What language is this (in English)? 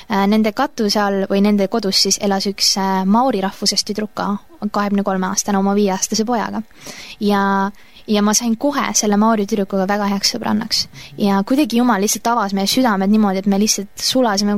Estonian